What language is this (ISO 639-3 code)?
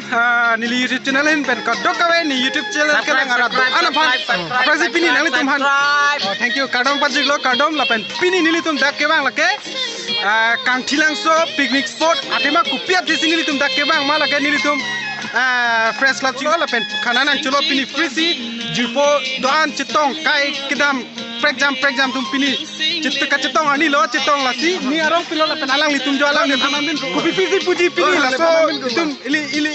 mjw